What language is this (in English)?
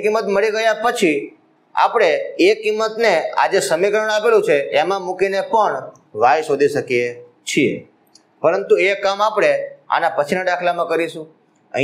Gujarati